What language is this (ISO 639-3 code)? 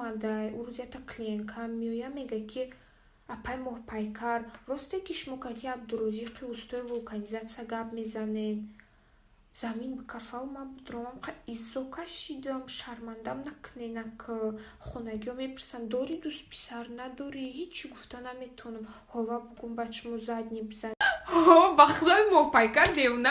tgk